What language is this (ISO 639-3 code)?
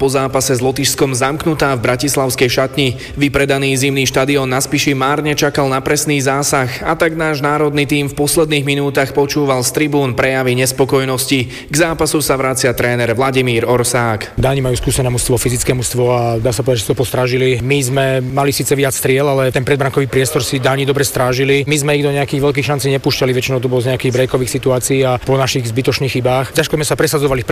slk